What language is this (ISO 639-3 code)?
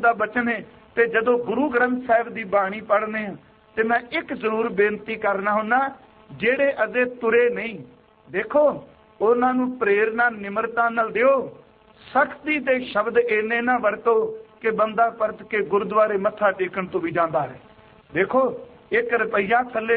pan